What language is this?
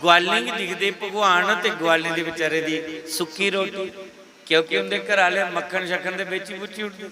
Dogri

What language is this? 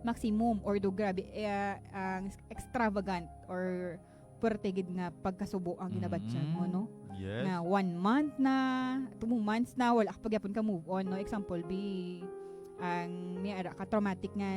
Hiligaynon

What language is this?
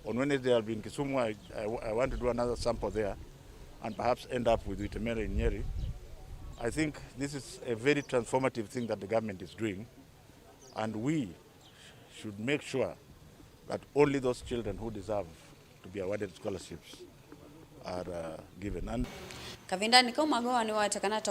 Kamba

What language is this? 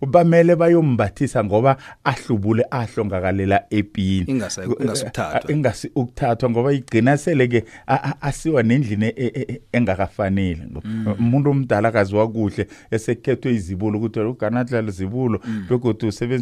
South Ndebele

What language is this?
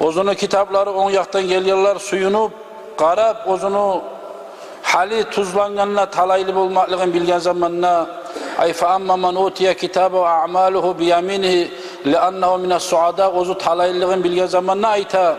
Kumyk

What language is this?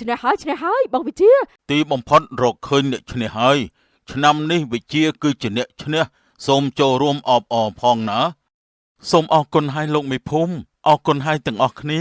Khmer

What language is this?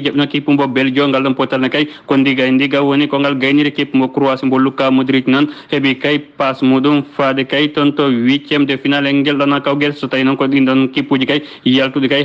Fula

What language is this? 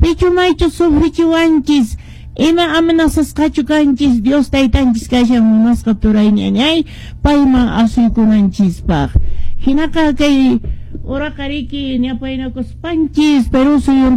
Quechua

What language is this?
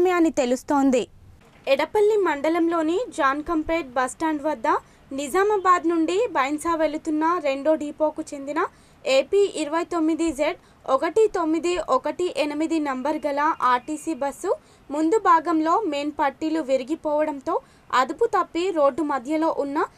Telugu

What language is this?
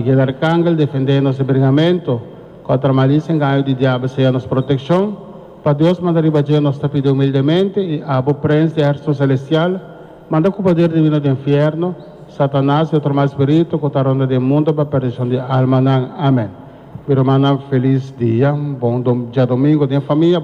Papiamento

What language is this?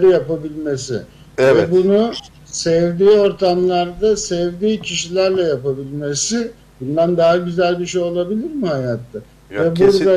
Turkish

